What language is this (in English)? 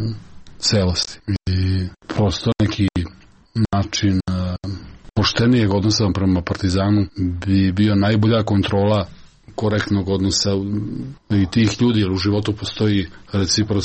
Serbian